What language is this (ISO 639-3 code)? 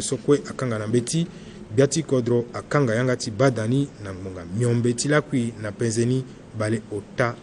sag